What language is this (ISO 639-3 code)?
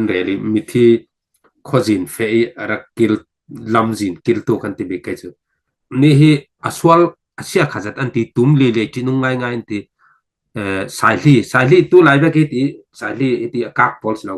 cfm